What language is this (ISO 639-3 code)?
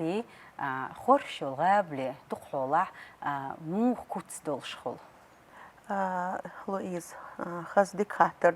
che